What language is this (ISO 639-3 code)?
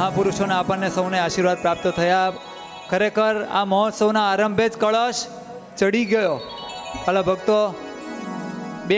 guj